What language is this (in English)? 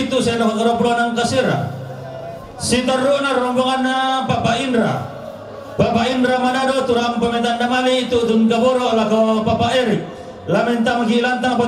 Toraja-Sa'dan